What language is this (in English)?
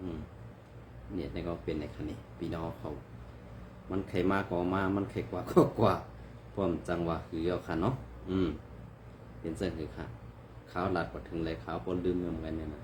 Shan